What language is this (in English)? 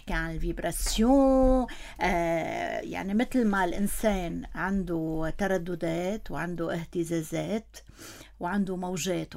North Levantine Arabic